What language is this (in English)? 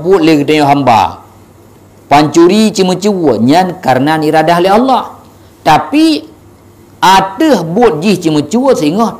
Achinese